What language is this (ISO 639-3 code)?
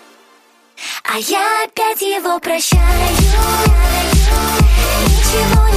rus